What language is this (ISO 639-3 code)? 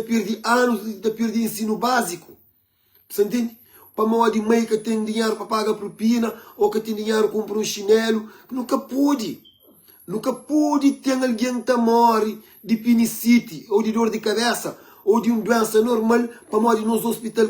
kea